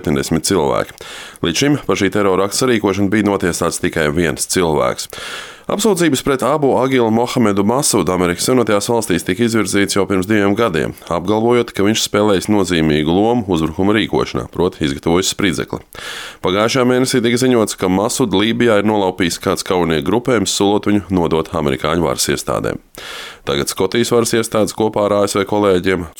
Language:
Latvian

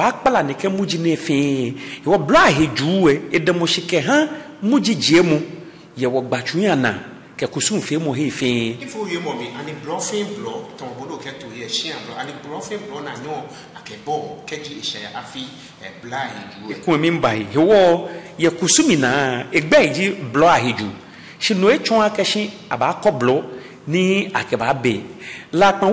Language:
Ga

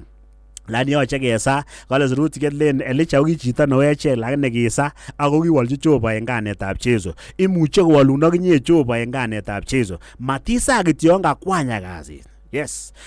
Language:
Kalenjin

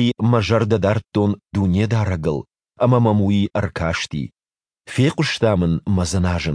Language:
Ossetic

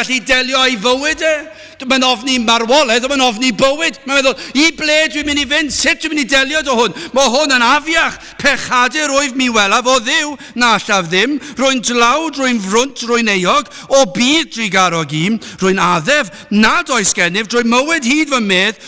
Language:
Welsh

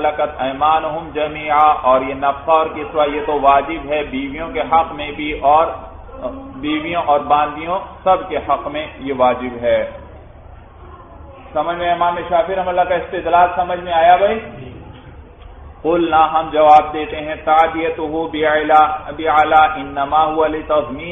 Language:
Urdu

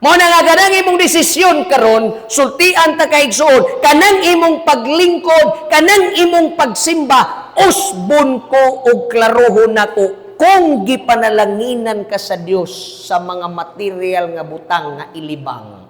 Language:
Cebuano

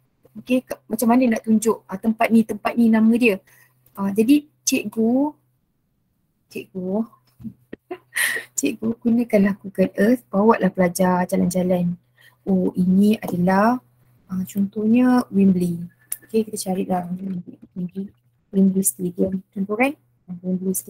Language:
Malay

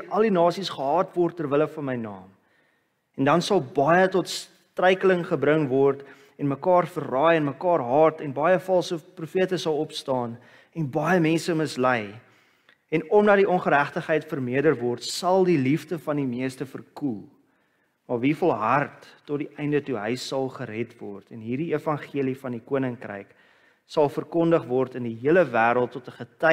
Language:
Afrikaans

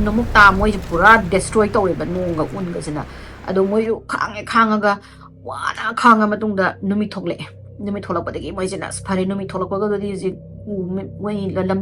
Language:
Manipuri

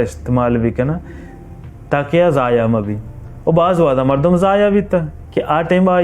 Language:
Baluchi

